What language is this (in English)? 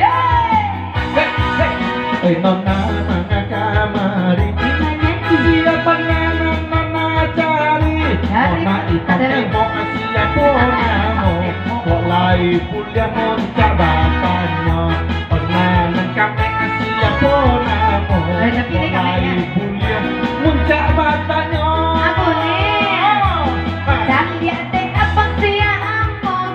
Minangkabau